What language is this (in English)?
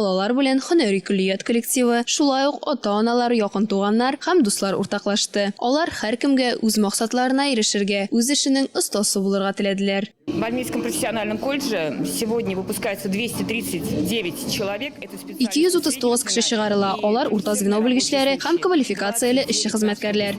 Tatar